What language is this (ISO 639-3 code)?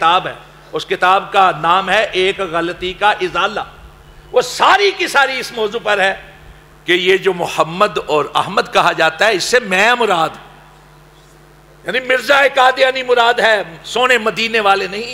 urd